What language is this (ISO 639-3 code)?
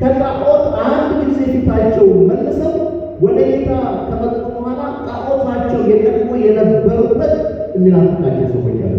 amh